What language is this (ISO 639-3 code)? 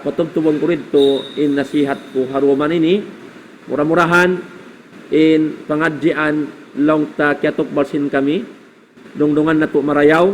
tsg